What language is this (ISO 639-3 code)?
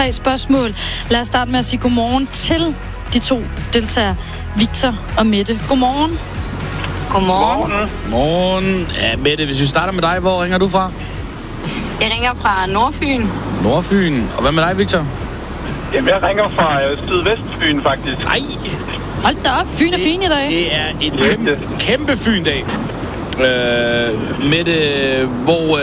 dan